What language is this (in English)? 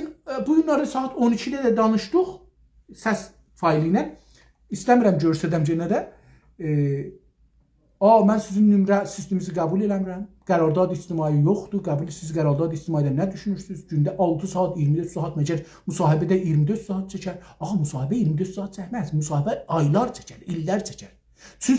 South Azerbaijani